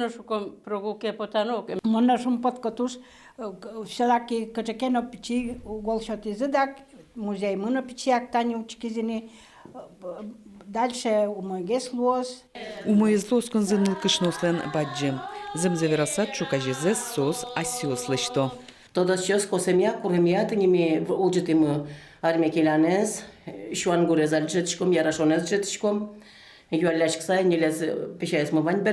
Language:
Udmurt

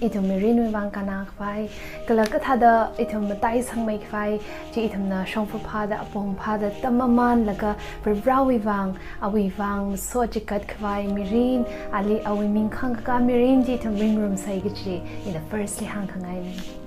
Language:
Tangkhul Naga (India)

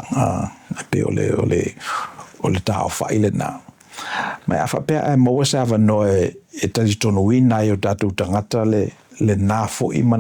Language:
Samoan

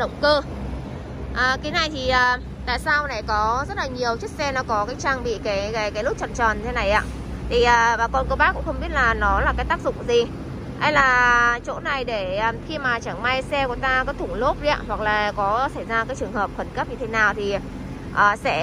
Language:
Vietnamese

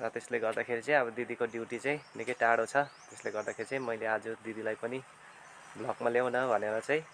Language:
Nepali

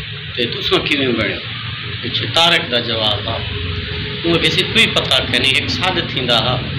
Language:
Saraiki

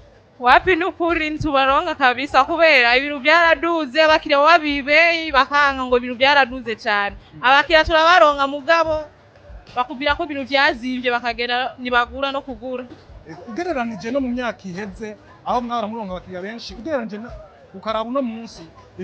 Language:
Rundi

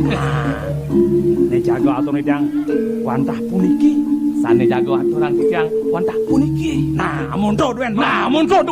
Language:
Balinese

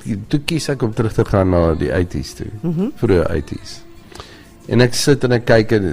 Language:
Afrikaans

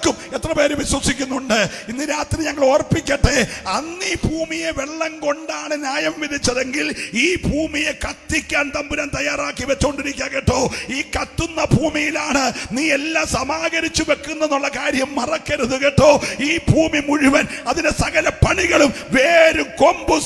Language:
Malayalam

